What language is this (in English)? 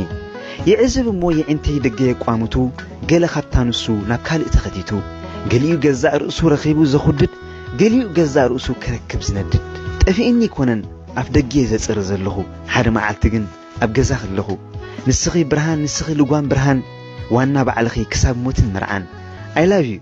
Tigrinya